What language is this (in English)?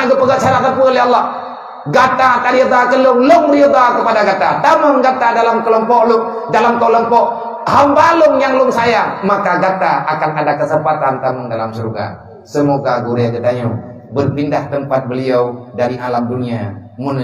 Achinese